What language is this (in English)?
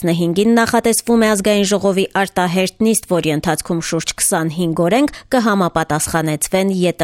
Armenian